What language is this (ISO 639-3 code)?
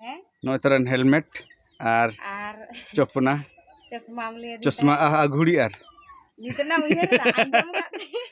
sat